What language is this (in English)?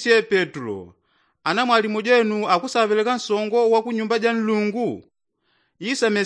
Yao